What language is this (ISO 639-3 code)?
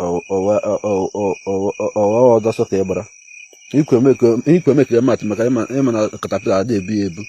ibo